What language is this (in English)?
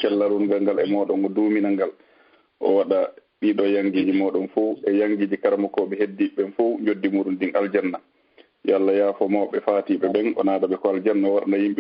Fula